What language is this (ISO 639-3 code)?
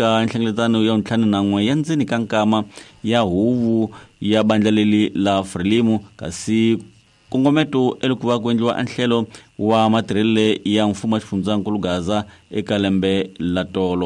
tso